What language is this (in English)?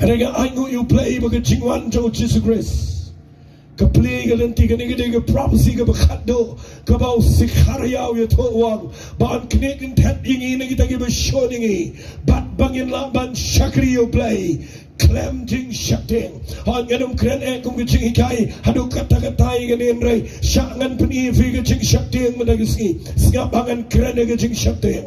Khasi